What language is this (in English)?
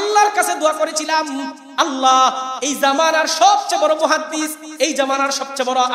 Bangla